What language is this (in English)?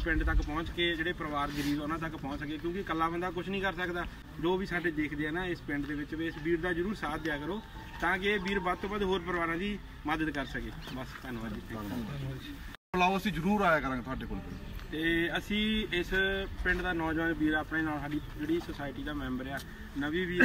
Punjabi